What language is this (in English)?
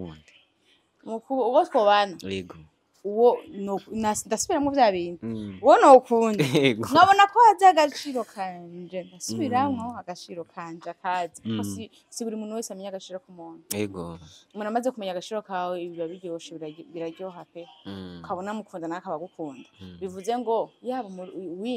Rundi